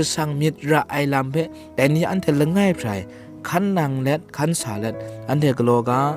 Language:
Kachin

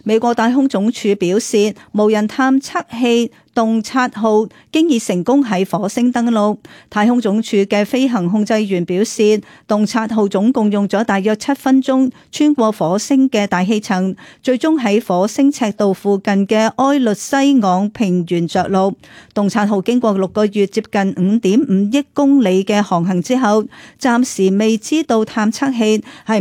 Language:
Cantonese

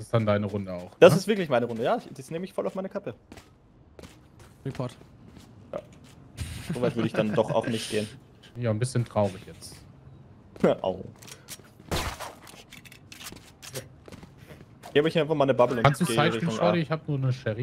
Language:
German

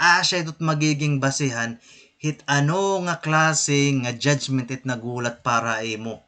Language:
Waray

